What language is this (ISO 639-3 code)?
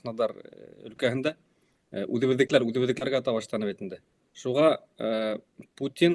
bak